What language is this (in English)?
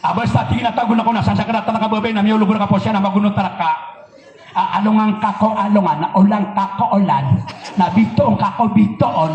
Maranao